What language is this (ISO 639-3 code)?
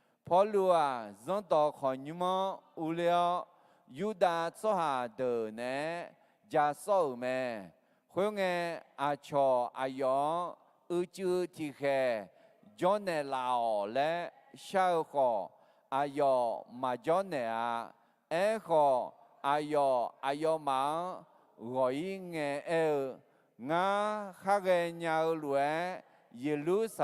ahk